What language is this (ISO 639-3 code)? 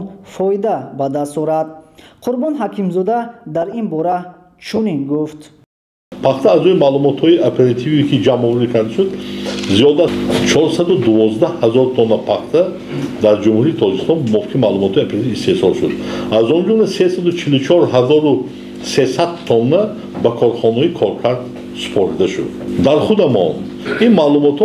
tgk